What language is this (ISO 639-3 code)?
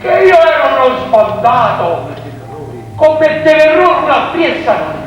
nap